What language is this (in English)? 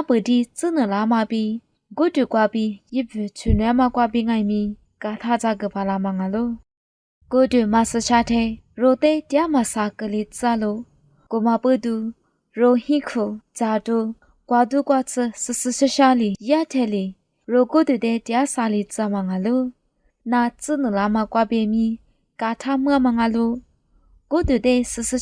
Lisu